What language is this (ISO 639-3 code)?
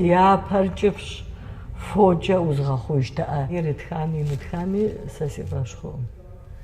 kbd